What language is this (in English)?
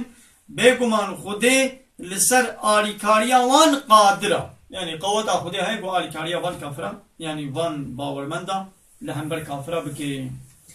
Kurdish